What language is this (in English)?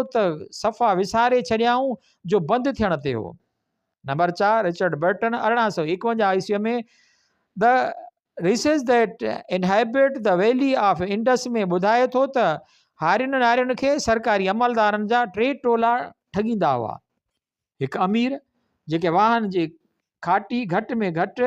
Sindhi